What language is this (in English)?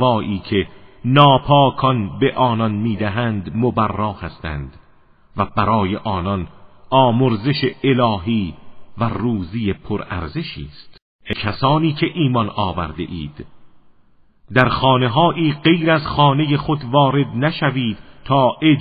Persian